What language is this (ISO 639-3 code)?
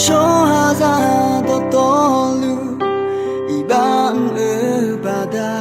ahk